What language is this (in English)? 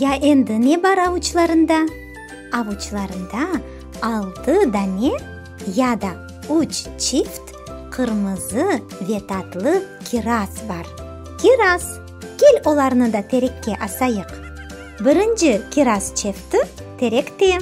Crimean Tatar